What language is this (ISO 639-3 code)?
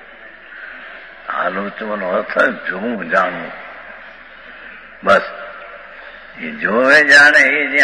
guj